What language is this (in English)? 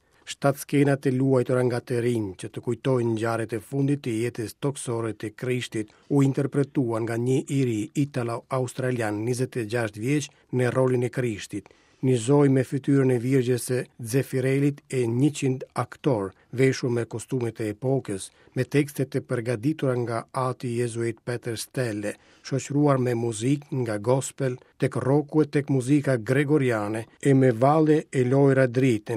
Albanian